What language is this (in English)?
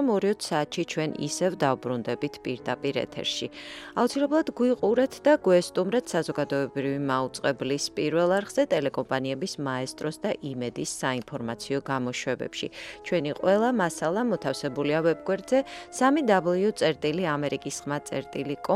Georgian